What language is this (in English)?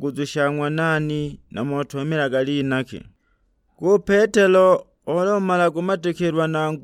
Sukuma